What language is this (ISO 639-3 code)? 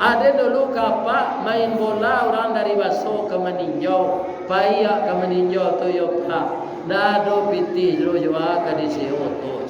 min